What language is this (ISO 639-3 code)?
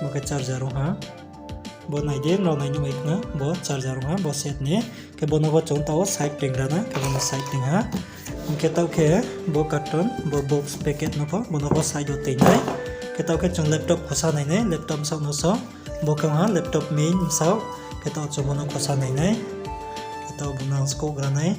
ria